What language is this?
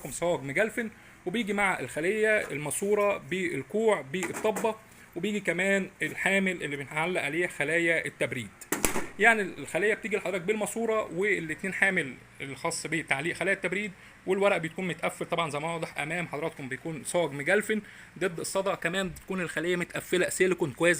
Egyptian Arabic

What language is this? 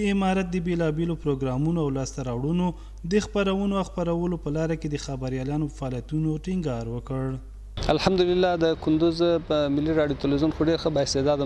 Pashto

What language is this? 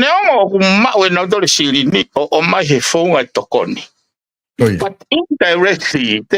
Tongan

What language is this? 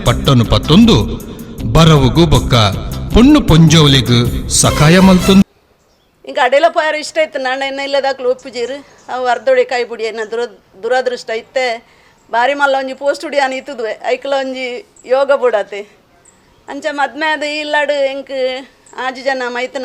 Tulu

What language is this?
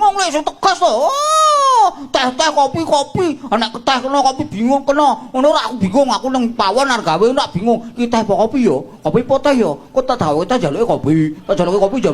Javanese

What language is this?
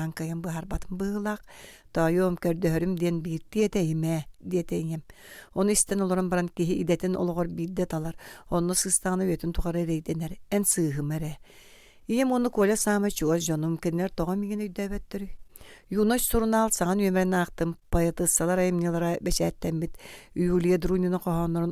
Yakut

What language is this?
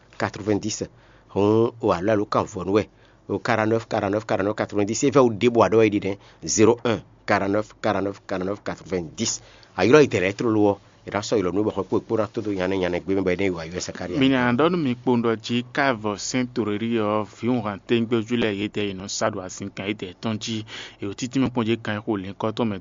Fon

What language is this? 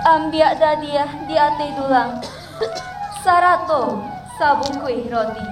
Minangkabau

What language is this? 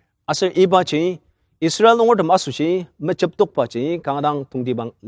Ao Naga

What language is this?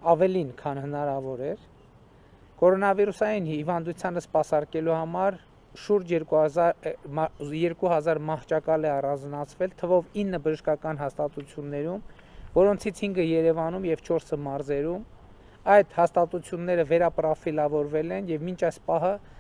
Armenian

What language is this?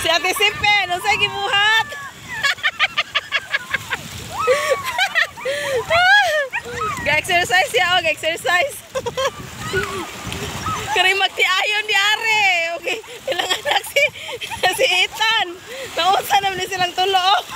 Cebuano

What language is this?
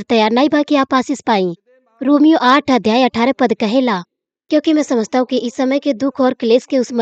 Bhojpuri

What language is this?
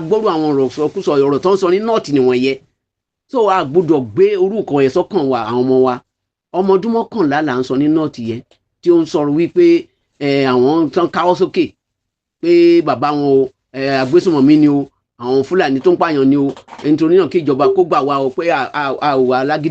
Yoruba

